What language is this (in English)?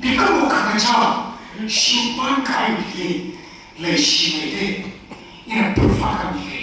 Tangkhul Naga (India)